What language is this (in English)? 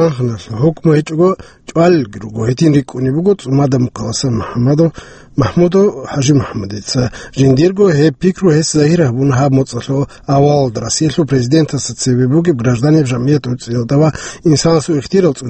Avaric